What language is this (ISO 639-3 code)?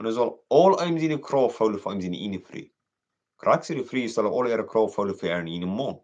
pdt